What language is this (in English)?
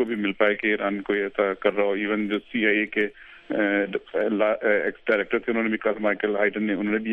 Urdu